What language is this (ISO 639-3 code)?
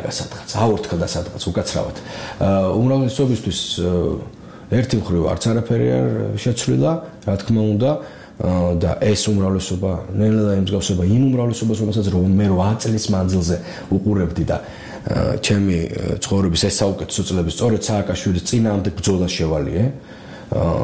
kat